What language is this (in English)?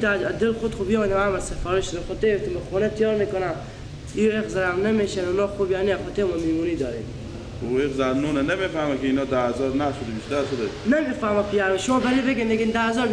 Persian